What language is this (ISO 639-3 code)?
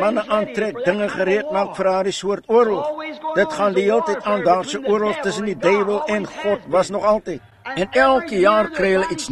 afr